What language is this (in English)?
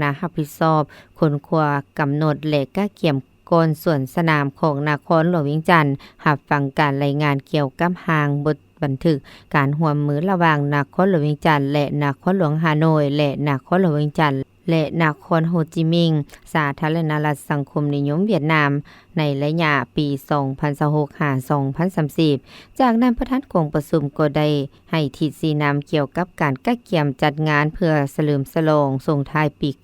Lao